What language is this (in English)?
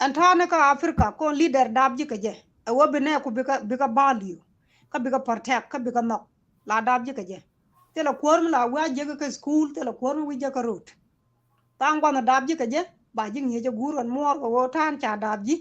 Nuer